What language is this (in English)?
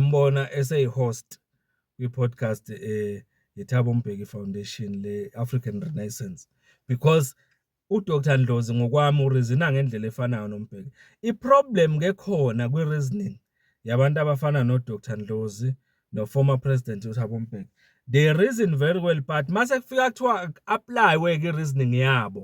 Zulu